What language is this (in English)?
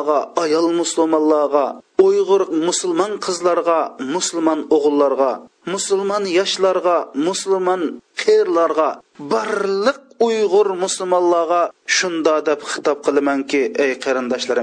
Uyghur